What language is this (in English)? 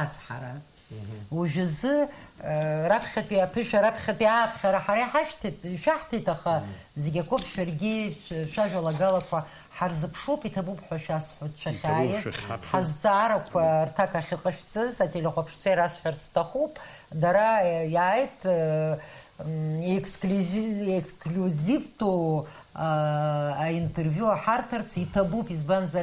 Abkhazian